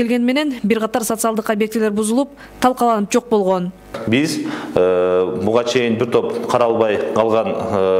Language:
Kyrgyz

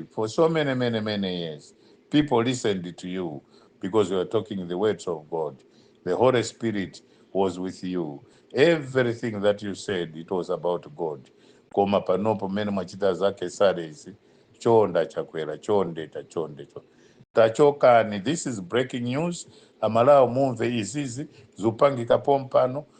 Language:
Nyanja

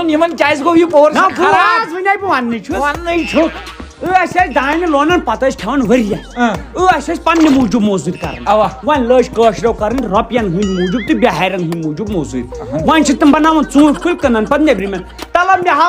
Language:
Kashmiri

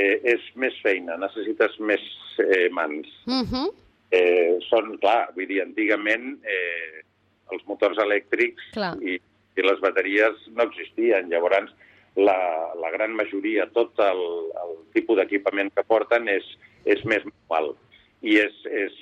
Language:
Catalan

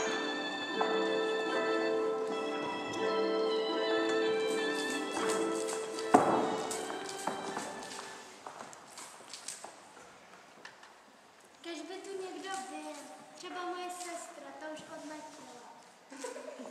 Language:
Czech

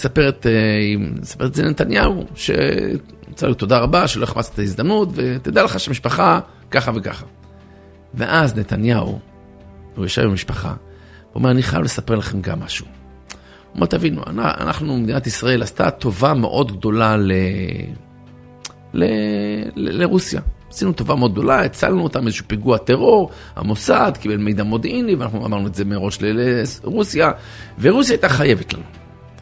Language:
Hebrew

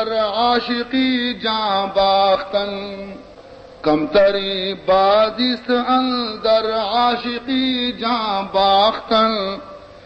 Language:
Baluchi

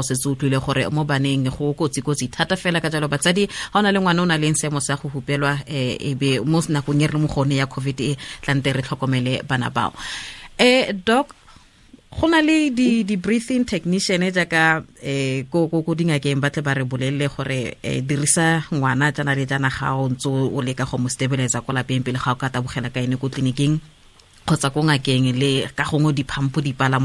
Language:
Tswana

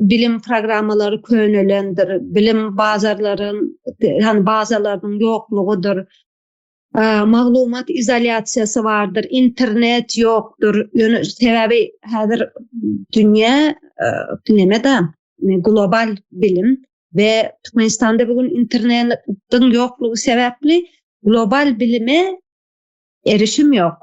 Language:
Turkmen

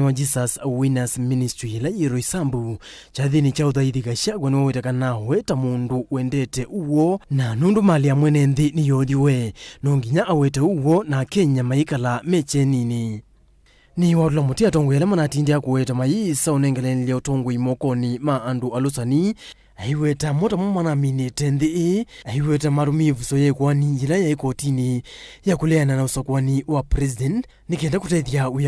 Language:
Kamba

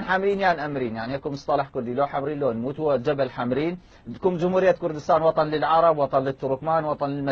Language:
Mesopotamian Arabic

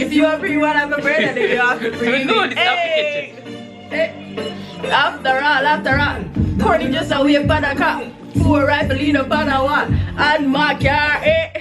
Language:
Jamaican Creole English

